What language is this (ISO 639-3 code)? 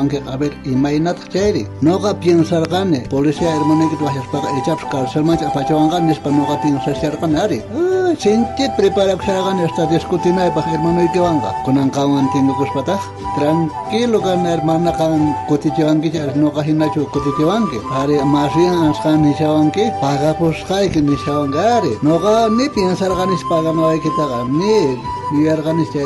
quh